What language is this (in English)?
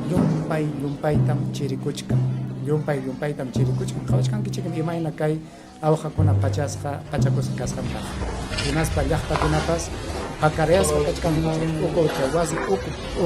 Ayacucho Quechua